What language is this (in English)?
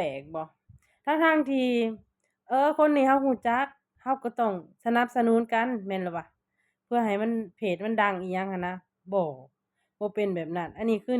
Lao